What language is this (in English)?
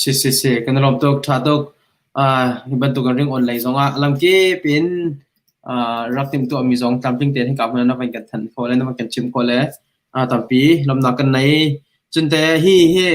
Hakha Chin